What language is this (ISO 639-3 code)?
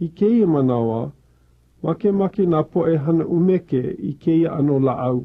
haw